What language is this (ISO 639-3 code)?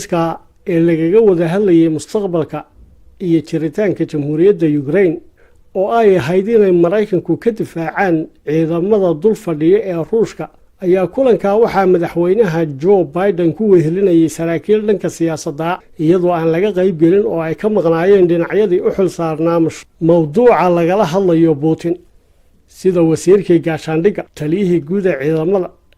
som